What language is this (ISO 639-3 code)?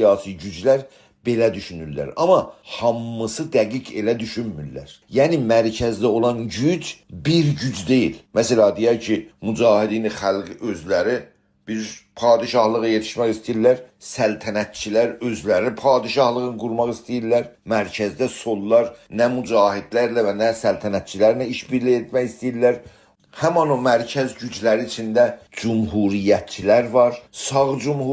azb